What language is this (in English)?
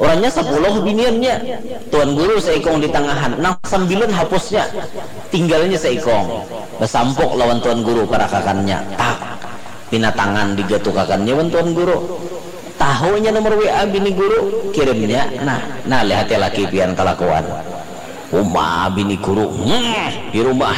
Banjar